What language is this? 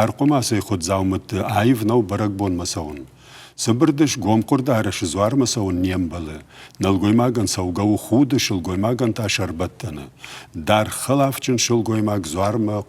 Ossetic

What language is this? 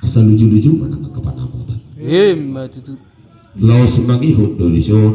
Batak Toba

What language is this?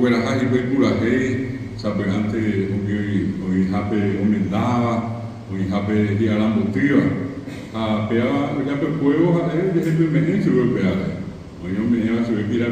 Guarani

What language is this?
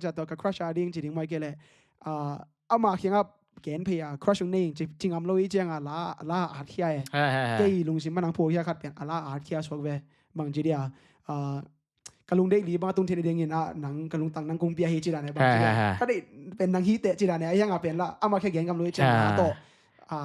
Tedim Chin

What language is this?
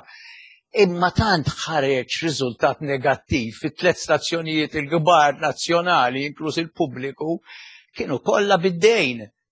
Maltese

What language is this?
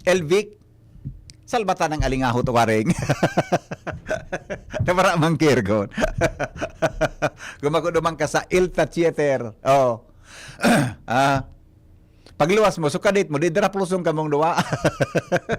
Bikol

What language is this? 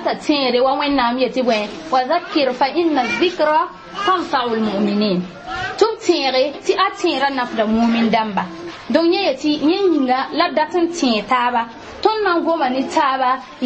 Mossi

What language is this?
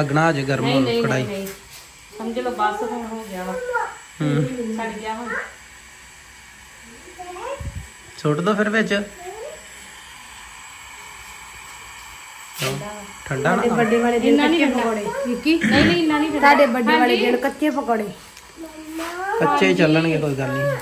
Punjabi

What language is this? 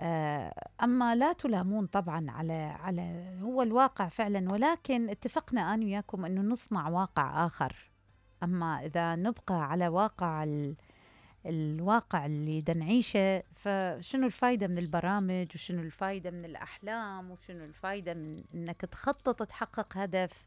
Mesopotamian Arabic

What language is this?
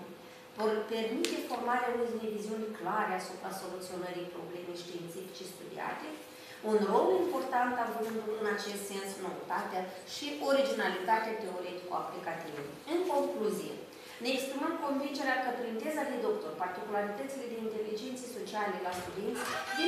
Romanian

